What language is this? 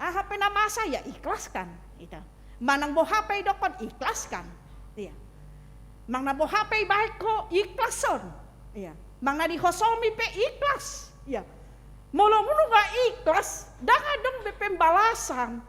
Batak Toba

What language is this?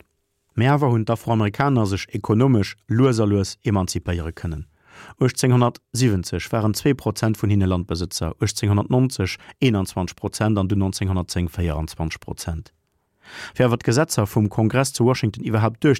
Luxembourgish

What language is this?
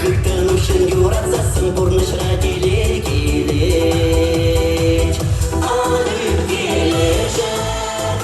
Chuvash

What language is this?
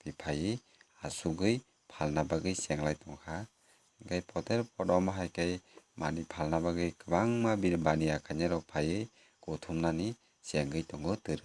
Kok Borok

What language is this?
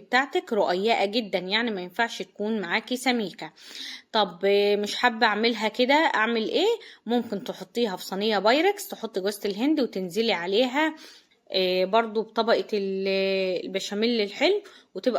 Egyptian Arabic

